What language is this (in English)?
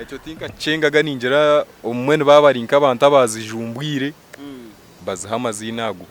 Nyankole